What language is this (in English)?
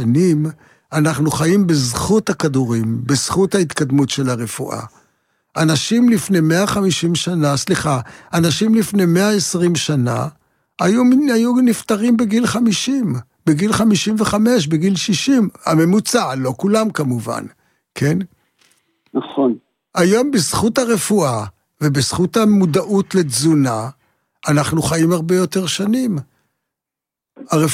Hebrew